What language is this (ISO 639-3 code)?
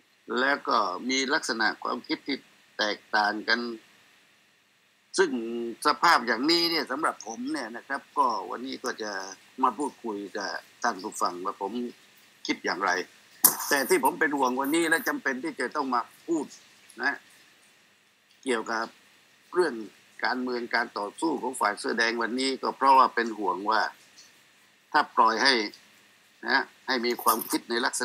tha